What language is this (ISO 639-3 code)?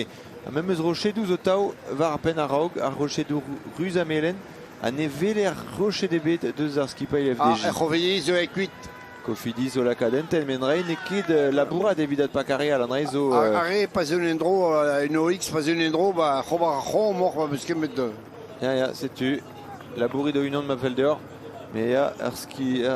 bre